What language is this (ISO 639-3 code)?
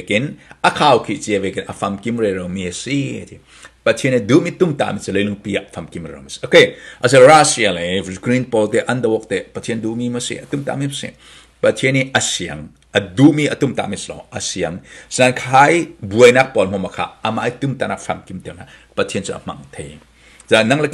cfm